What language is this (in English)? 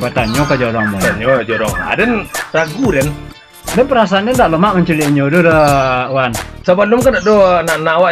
Minangkabau